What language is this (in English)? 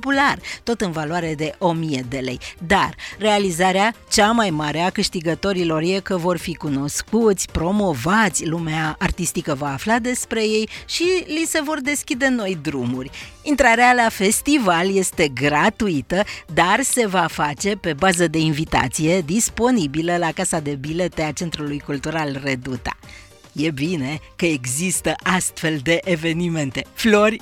Romanian